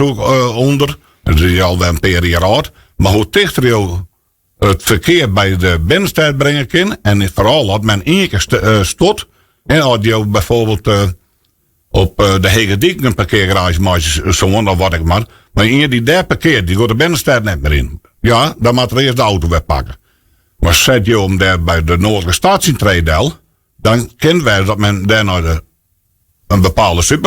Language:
Western Frisian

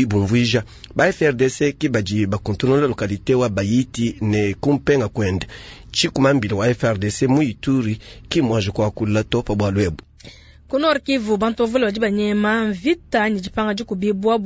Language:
Luba-Lulua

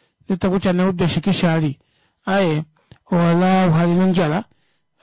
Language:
Kuanyama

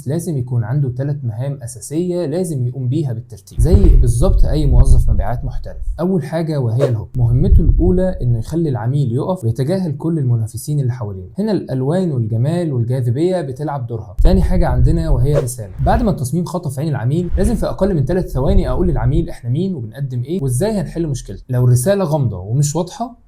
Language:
Egyptian Arabic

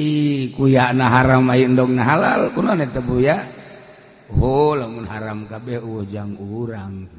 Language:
Sundanese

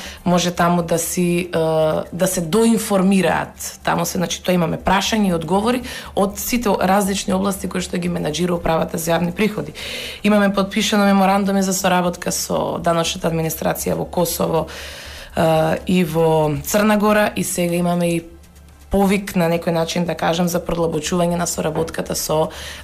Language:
Macedonian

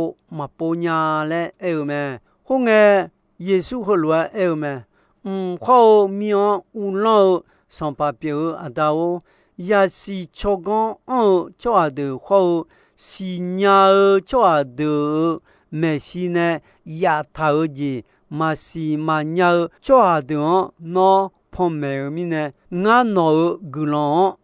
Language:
Akha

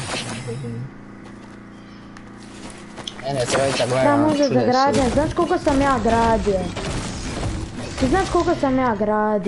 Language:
Croatian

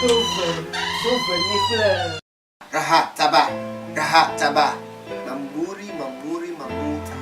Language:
Ewe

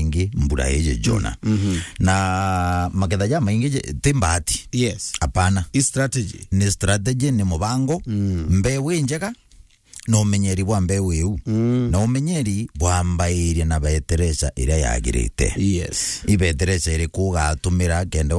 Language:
Meru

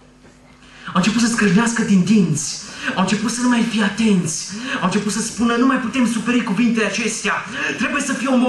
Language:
Romanian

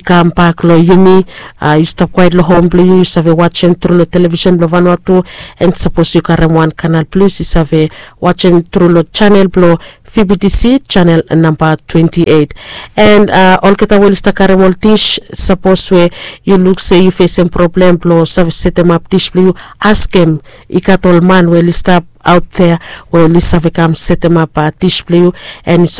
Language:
Bislama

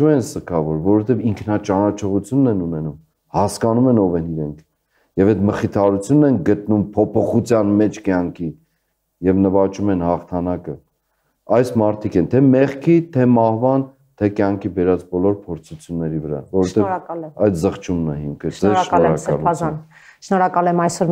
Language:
Armenian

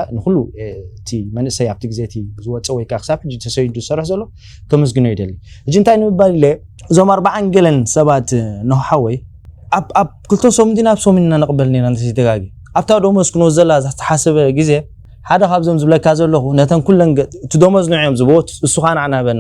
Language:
Tigrinya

